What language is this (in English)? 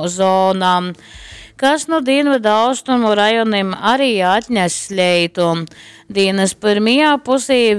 Latgalian